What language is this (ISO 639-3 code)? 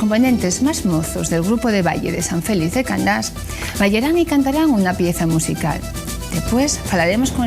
ast